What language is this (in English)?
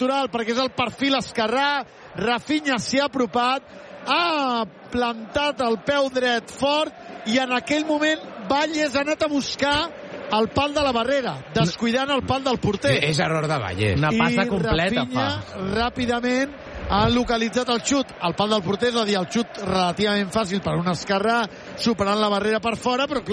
Catalan